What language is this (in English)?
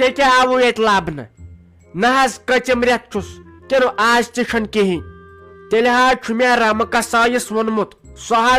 Kashmiri